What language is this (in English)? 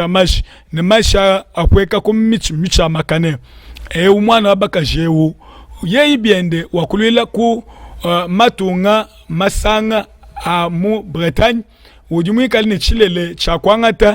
Luba-Lulua